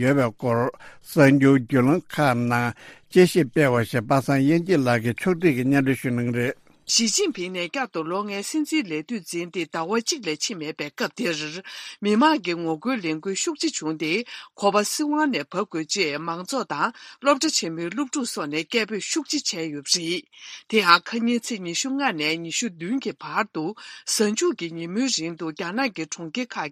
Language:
Tibetan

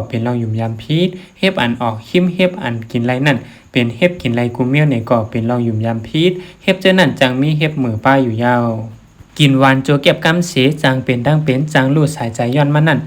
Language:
Shan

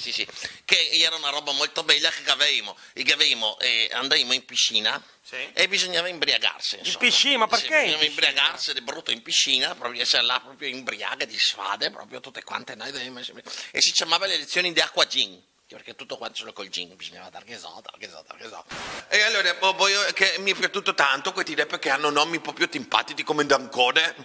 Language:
Italian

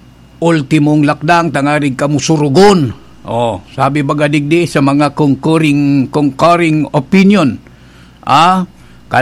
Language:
Bikol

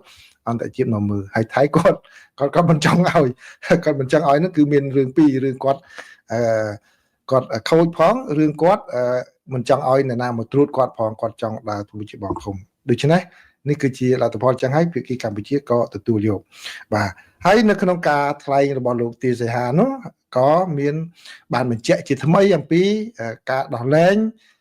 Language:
Khmer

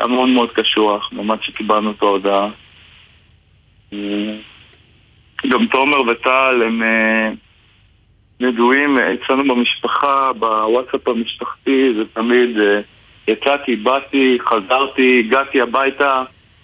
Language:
Hebrew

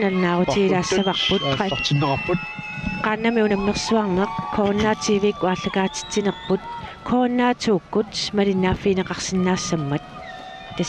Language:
Kalaallisut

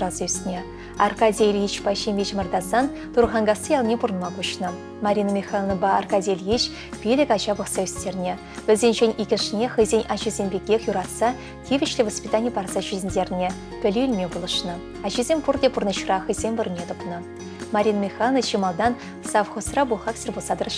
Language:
Chuvash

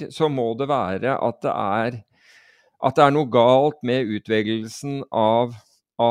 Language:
Norwegian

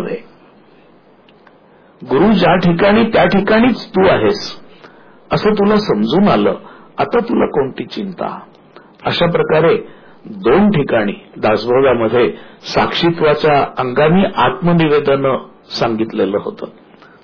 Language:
Marathi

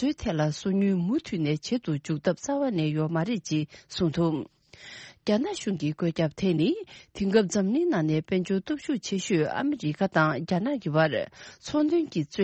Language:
Tibetan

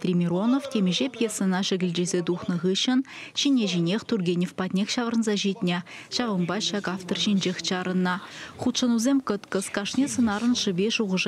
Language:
Chuvash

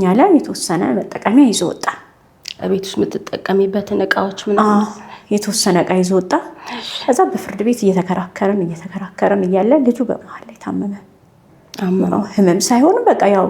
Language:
Amharic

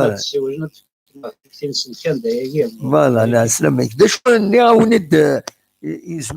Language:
Kabyle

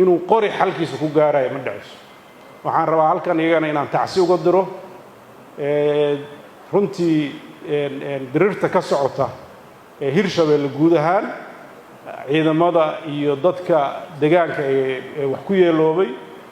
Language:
Somali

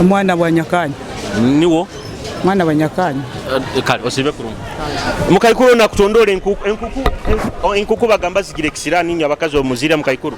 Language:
Nyoro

